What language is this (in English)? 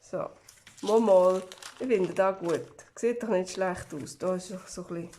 Swiss German